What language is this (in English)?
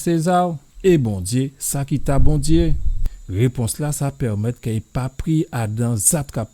Guadeloupean Creole French